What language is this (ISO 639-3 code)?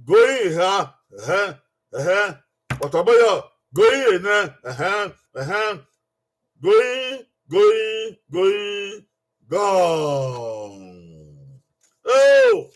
bin